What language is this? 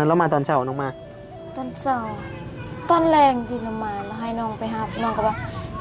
Northeastern Thai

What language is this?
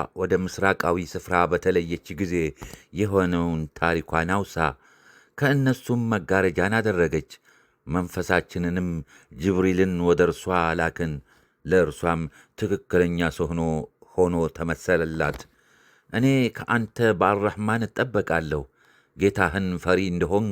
Amharic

